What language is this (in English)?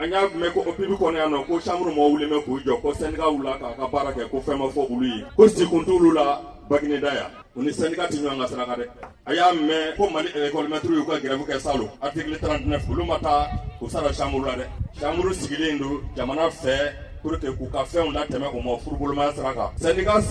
Bambara